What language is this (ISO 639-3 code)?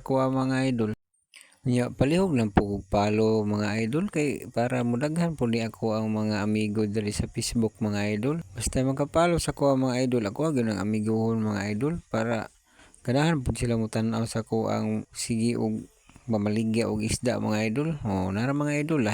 ceb